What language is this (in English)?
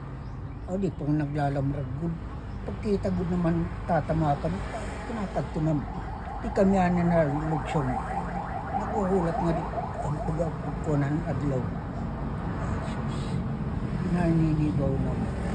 Waray